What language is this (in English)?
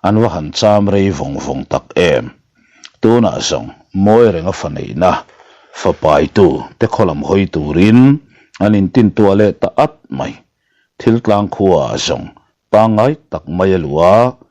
Mizo